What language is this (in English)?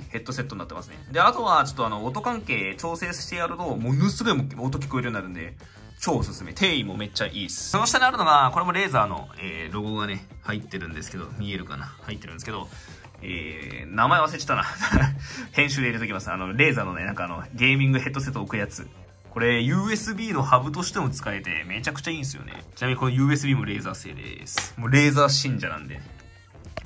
Japanese